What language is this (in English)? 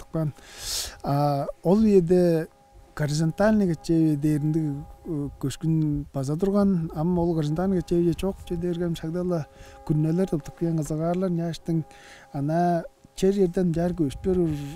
Tuvinian